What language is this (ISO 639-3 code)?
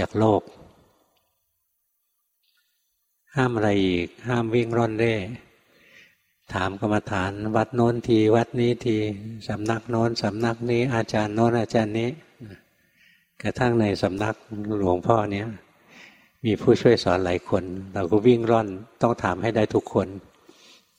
tha